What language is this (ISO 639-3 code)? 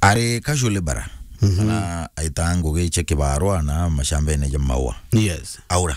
mer